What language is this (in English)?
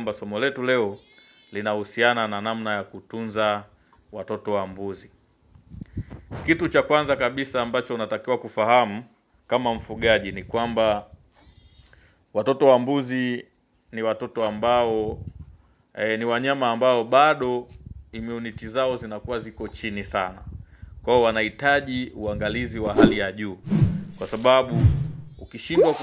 Swahili